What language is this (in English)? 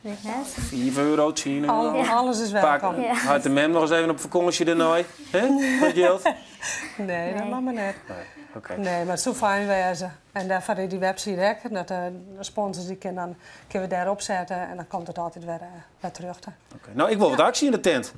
Western Frisian